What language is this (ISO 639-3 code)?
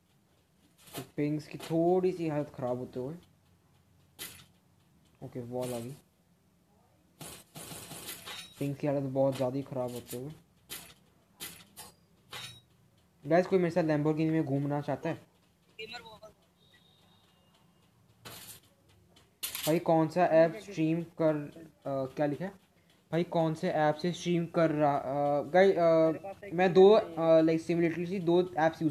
hin